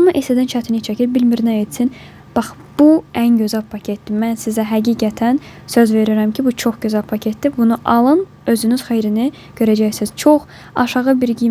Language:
Azerbaijani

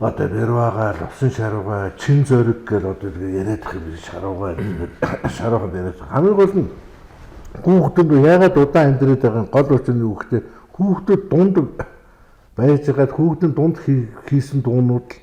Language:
Mongolian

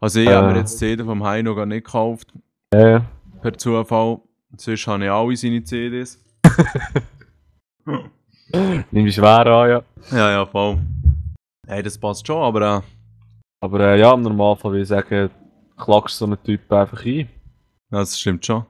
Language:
Swiss German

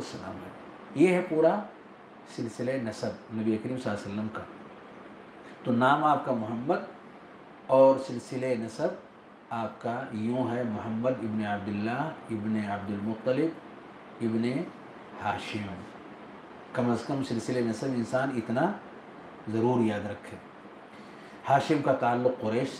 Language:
Urdu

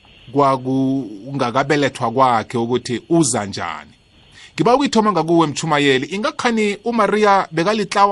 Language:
South Ndebele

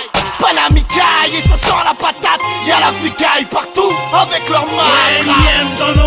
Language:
French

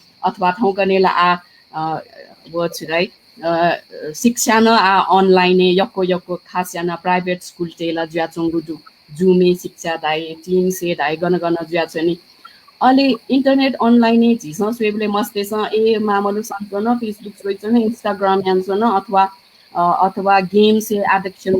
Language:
Newari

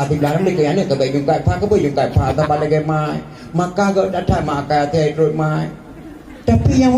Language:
Achinese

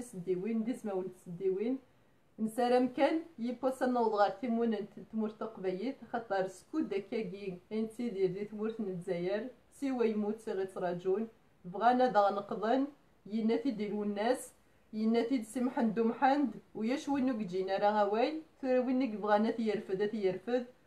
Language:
Kabyle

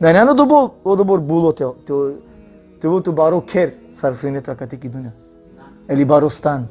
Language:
Balkan Romani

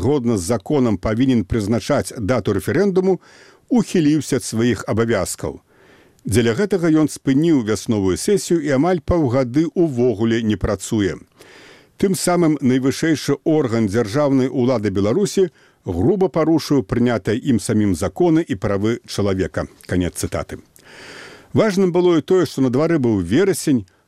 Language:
Belarusian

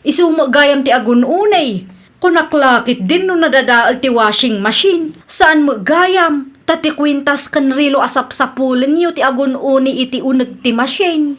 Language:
Iloko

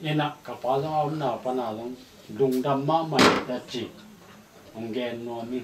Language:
Tedim Chin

